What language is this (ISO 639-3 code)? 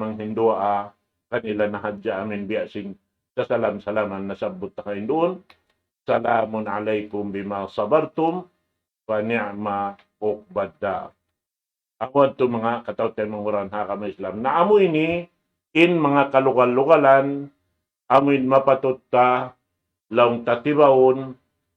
tsg